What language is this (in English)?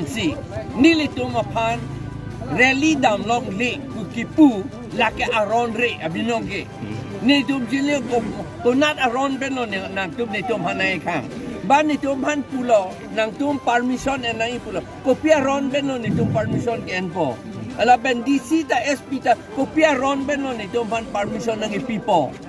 Karbi